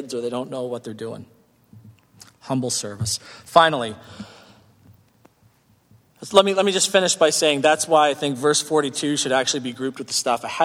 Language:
English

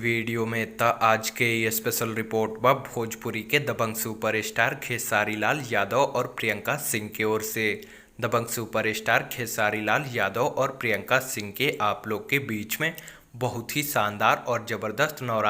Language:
Bhojpuri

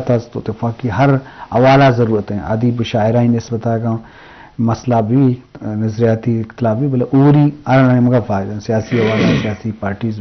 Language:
Eastern Balochi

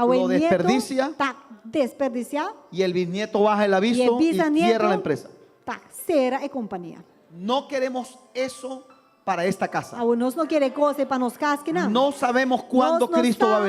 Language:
Papiamento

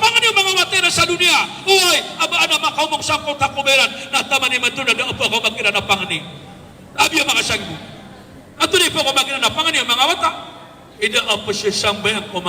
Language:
Maranao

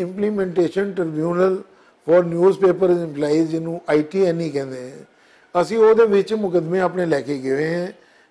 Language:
Western Panjabi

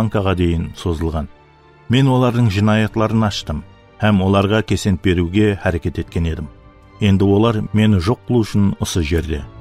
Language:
Kara-Kalpak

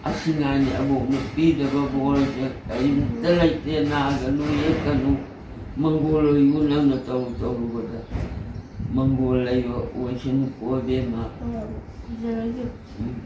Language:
Manipuri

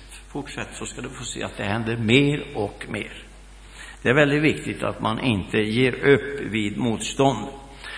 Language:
Swedish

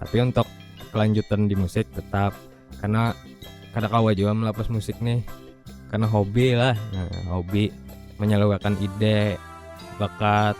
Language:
Banjar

